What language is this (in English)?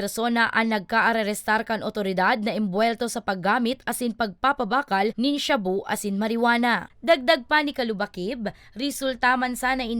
Bikol